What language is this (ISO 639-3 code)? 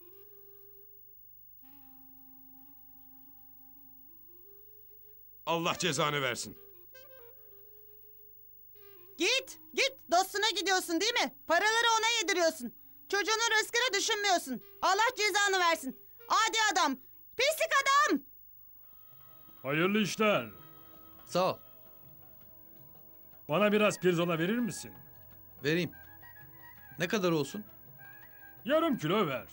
tur